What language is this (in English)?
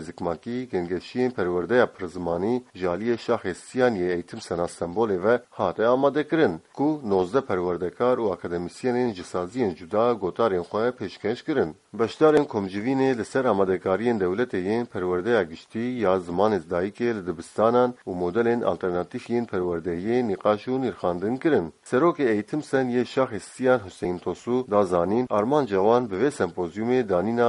Kurdish